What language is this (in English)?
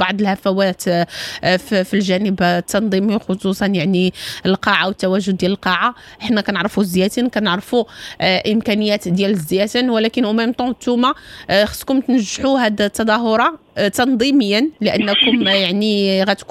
Moroccan Arabic